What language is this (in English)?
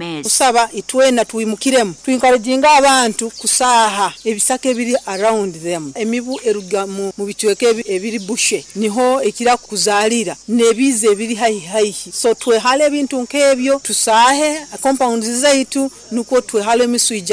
Nyoro